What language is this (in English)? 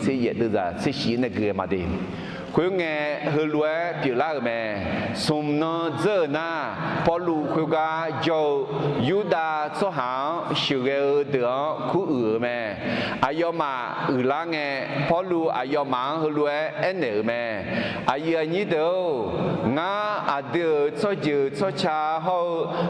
Akha